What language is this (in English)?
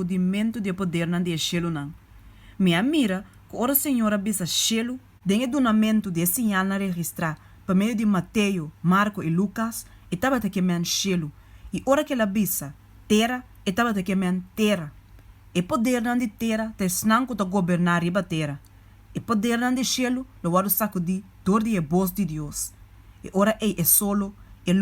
Papiamento